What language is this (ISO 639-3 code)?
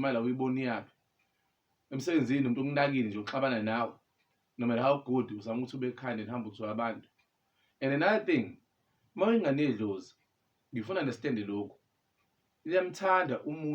zul